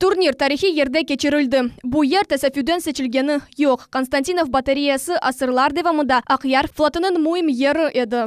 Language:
Crimean Tatar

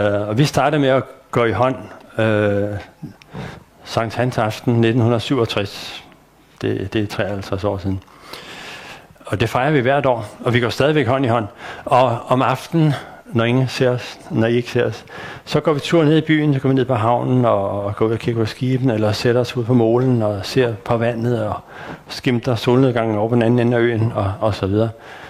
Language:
Danish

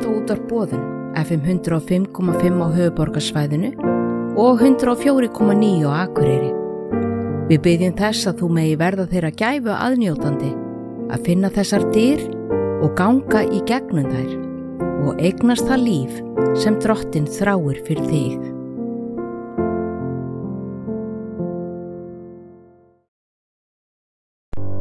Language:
Icelandic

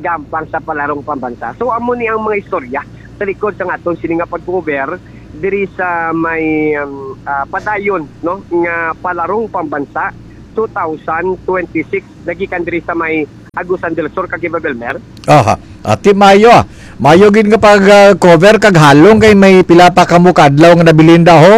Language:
Hiligaynon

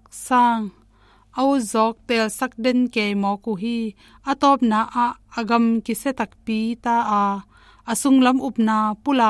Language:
Tedim Chin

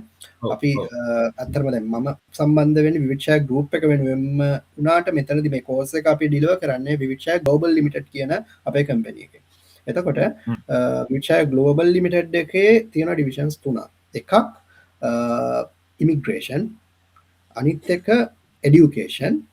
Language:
Sinhala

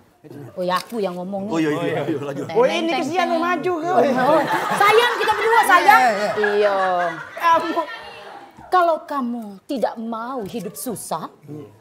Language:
Musi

